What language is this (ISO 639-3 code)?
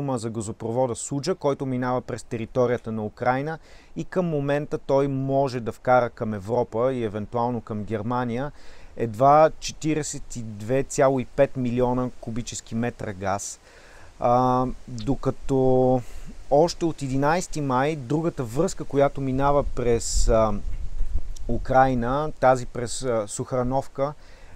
bul